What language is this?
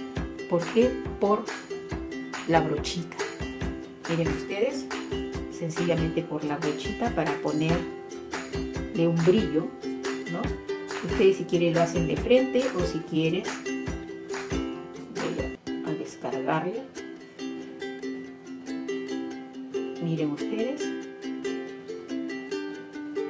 Spanish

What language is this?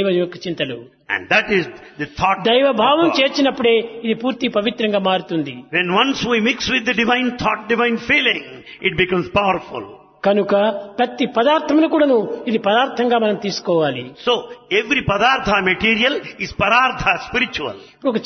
Telugu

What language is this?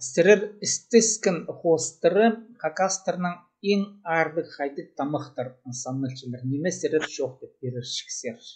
Khakas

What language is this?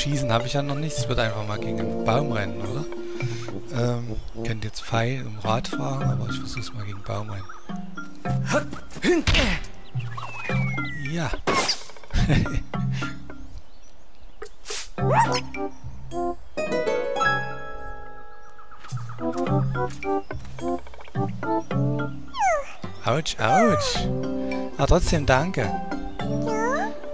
German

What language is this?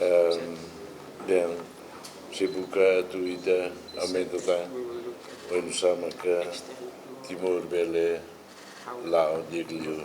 Tetum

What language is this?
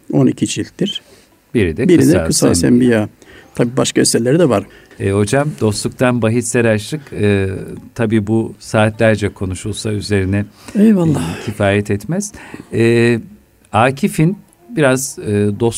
Turkish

